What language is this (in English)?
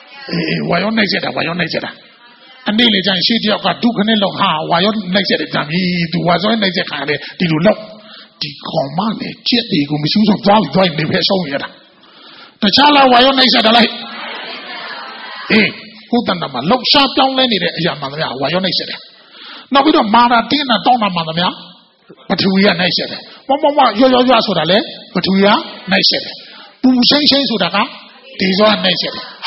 Burmese